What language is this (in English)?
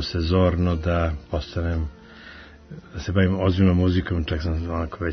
Serbian